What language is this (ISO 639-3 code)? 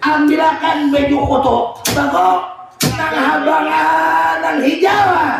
bjn